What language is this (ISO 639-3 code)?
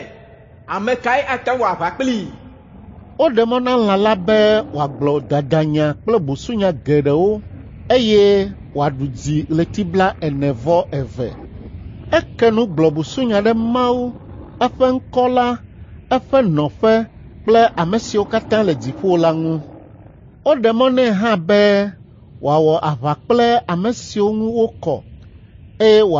ewe